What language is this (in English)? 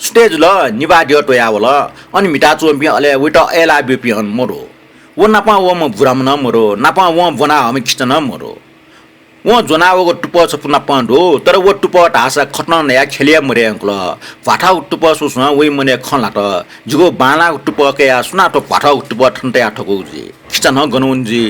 Newari